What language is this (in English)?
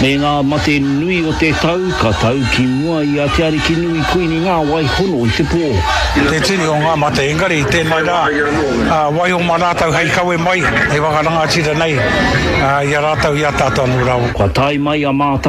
Māori